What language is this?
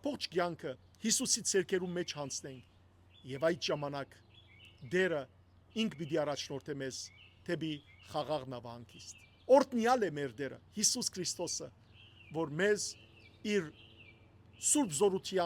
Western Armenian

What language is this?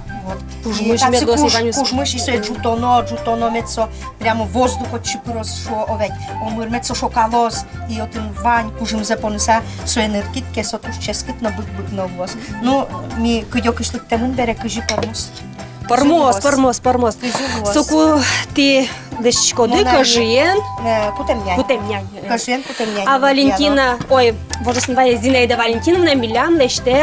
Udmurt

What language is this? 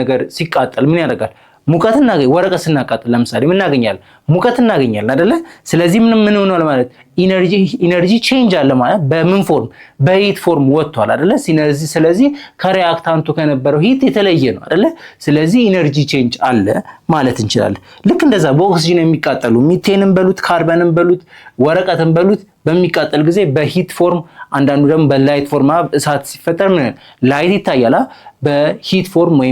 Amharic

